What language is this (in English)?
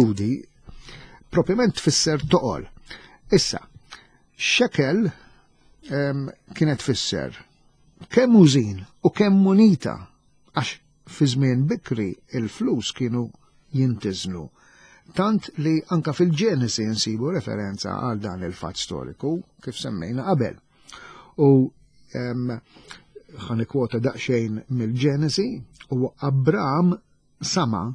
Maltese